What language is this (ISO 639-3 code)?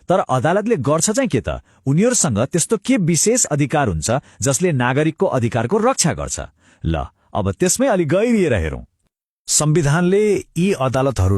nep